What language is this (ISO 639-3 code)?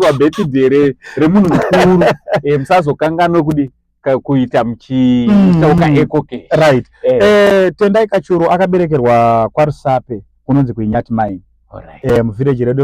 sna